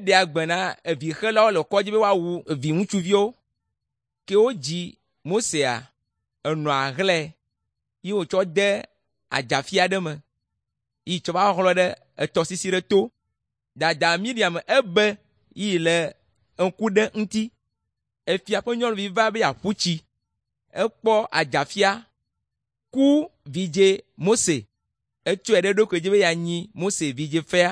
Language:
Ewe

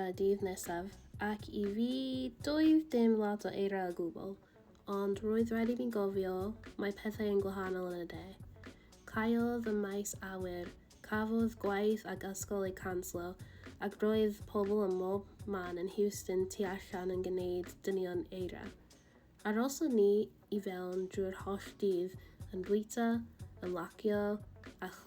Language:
Welsh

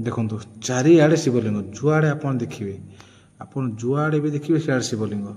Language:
Odia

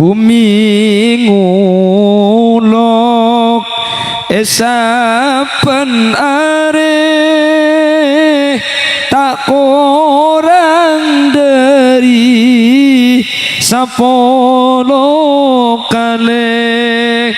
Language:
Madurese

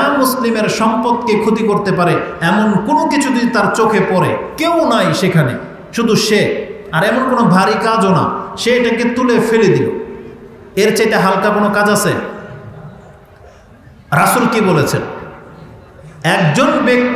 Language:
Bangla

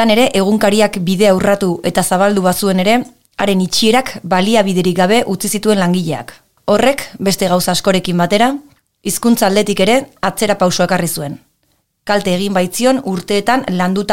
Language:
Basque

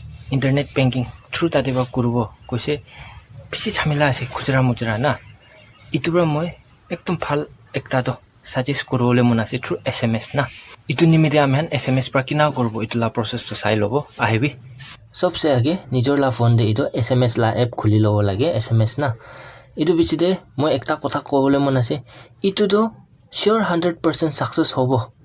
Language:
Naga Pidgin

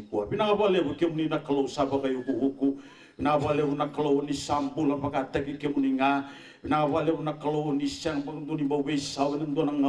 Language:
Fijian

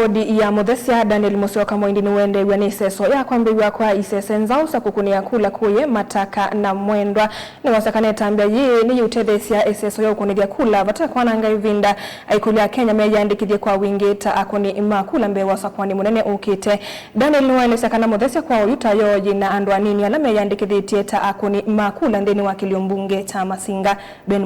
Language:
Kamba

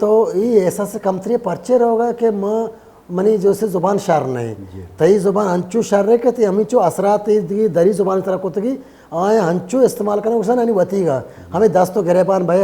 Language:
Baluchi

